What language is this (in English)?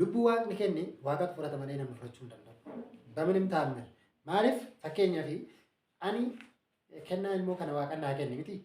Oromo